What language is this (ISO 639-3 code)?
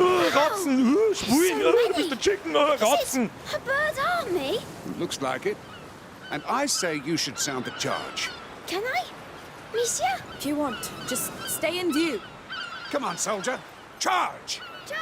bar